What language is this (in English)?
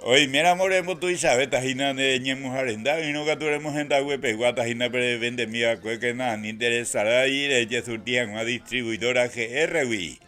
Guarani